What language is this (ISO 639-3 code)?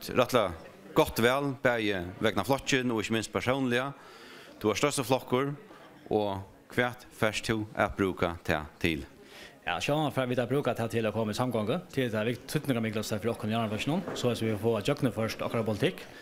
fao